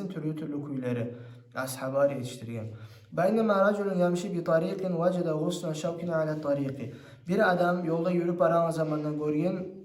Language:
Kumyk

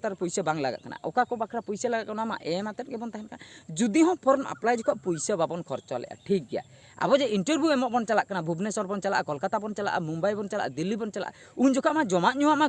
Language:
Santali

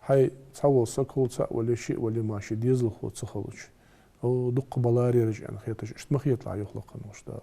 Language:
Ingush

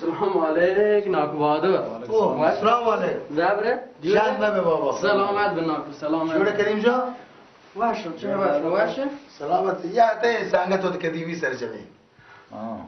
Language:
Baluchi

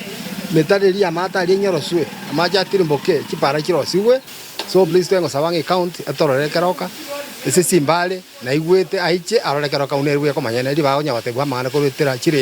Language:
Gusii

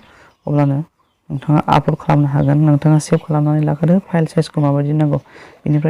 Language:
Bodo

